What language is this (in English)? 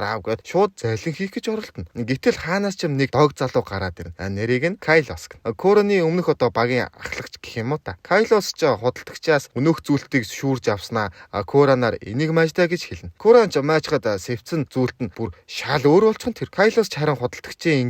Mongolian